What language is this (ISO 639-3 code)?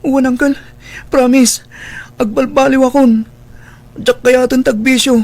ilo